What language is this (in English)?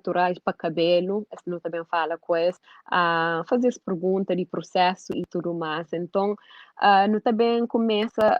Kabuverdianu